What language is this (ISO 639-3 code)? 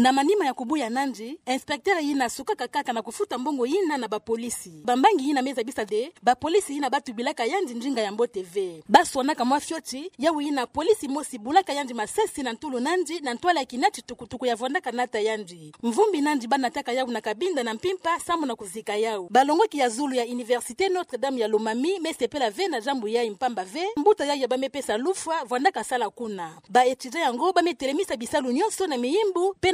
ktu